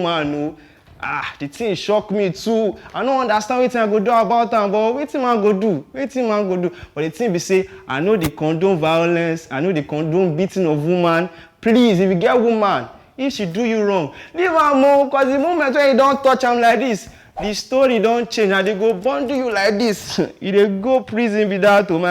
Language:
Nigerian Pidgin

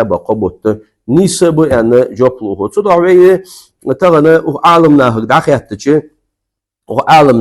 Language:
Ingush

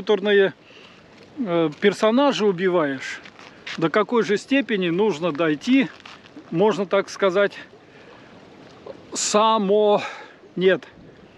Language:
Russian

